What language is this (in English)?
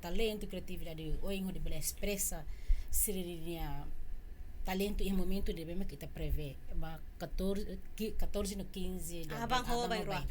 Tetum